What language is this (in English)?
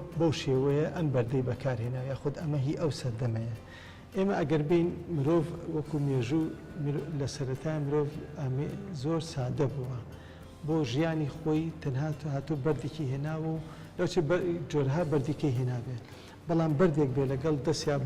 Central Kurdish